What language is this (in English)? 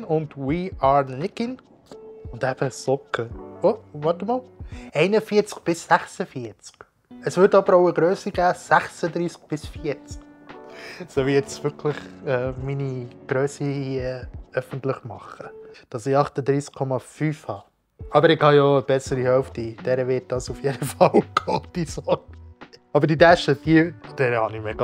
Swiss German